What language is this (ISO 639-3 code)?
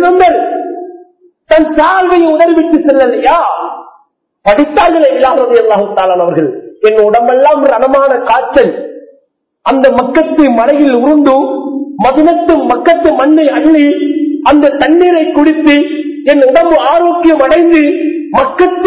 tam